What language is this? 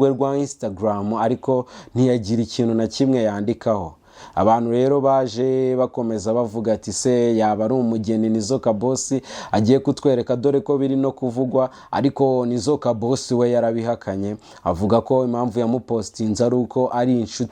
Kinyarwanda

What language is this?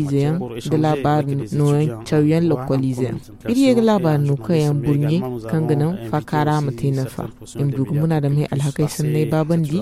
Zarma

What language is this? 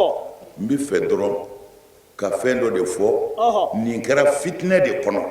Bambara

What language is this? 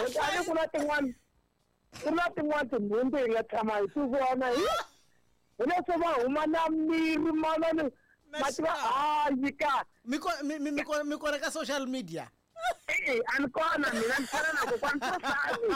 Tsonga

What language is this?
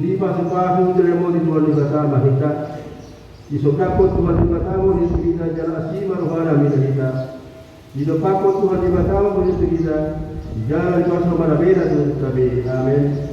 Batak Toba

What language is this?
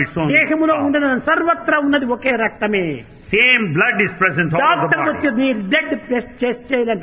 Telugu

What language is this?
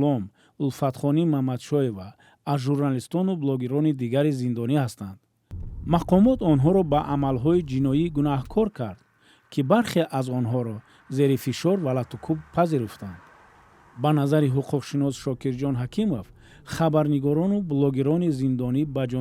Tajik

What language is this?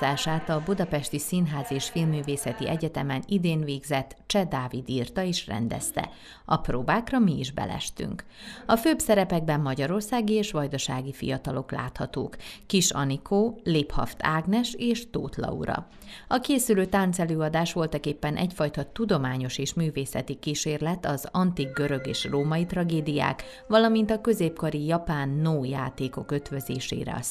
Hungarian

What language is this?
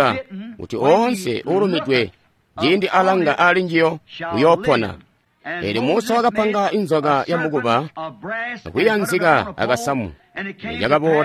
Tonga (Zambia)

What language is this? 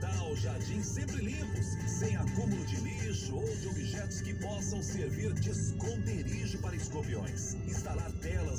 Portuguese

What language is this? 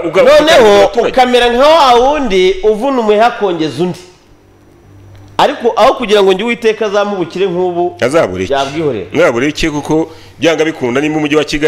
Kinyarwanda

